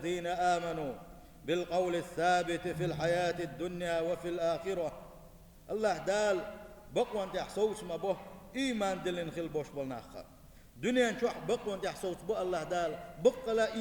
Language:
Chechen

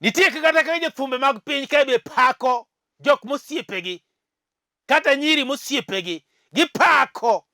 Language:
Luo (Kenya and Tanzania)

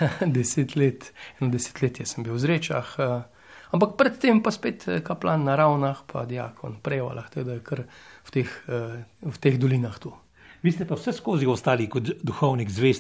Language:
Slovenian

